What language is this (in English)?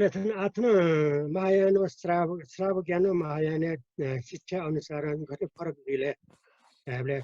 Newari